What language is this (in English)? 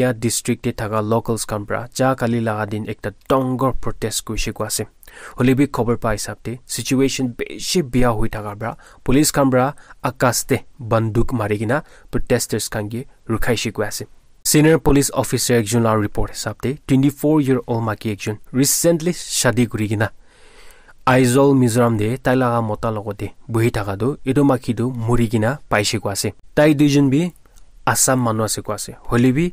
Naga Pidgin